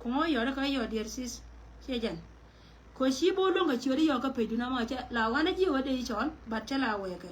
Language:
Nuer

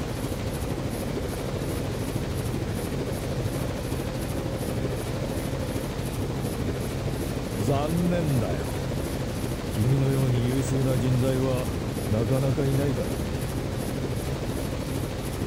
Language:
Japanese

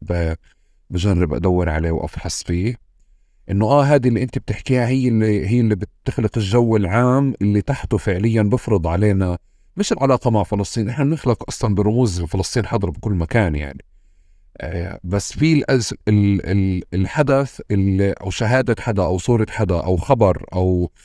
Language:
North Levantine Arabic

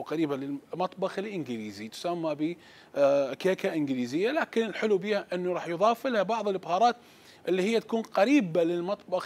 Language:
Mesopotamian Arabic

